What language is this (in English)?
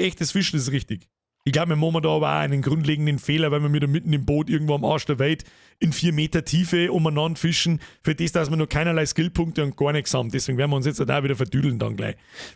Bavarian